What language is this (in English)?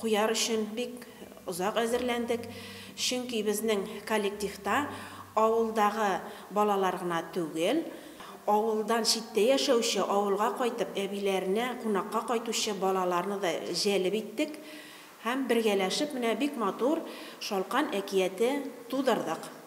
Tatar